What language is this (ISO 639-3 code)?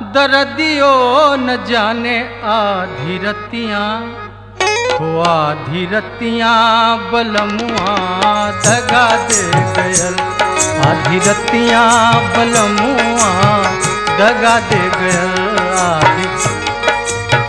bho